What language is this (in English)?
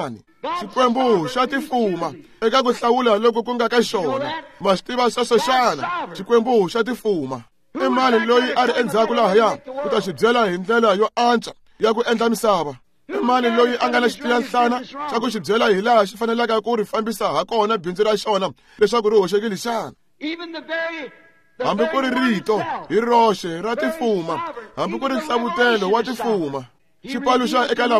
Tsonga